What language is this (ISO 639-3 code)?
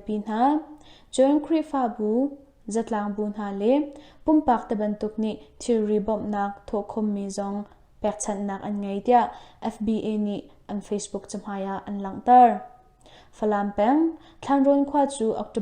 cnh